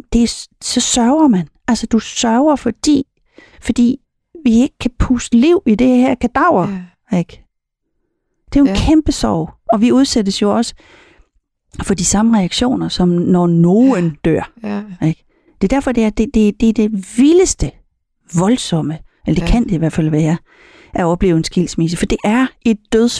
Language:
Danish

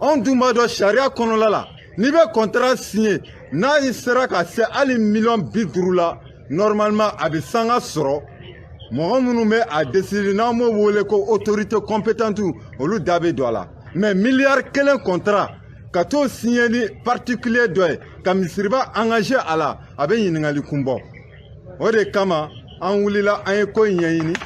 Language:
Bambara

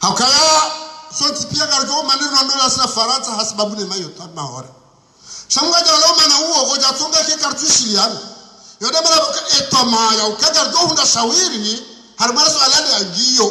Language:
Ngazidja Comorian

